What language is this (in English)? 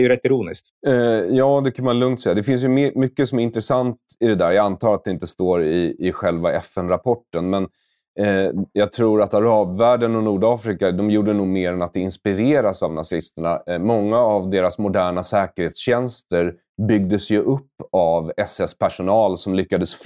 Swedish